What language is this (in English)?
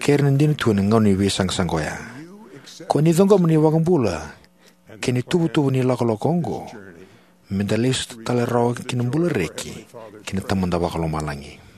Fijian